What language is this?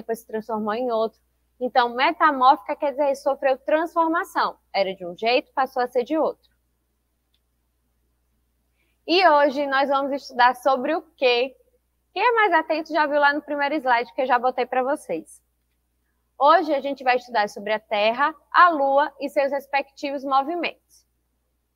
Portuguese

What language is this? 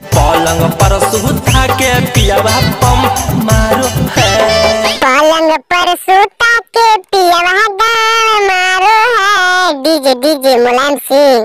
Magahi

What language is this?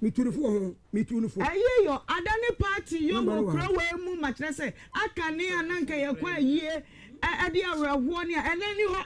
Akan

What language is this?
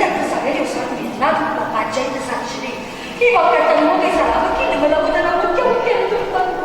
Neapolitan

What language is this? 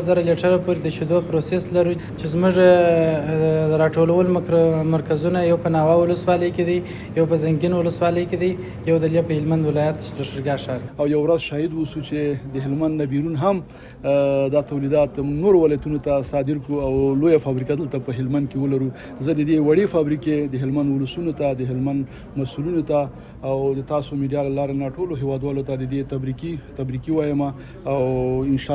Pashto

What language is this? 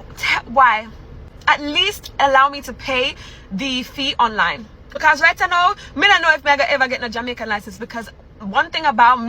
Jamaican Creole English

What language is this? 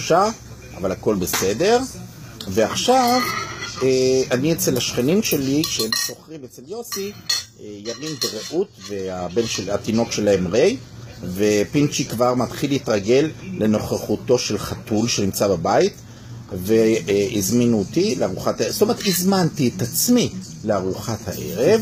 Hebrew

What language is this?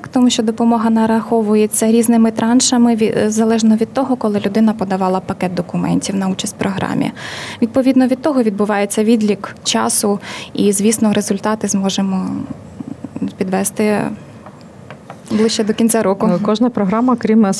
Ukrainian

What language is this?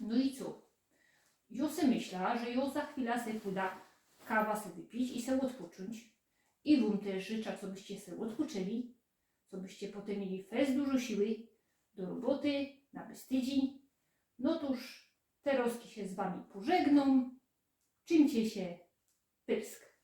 Silesian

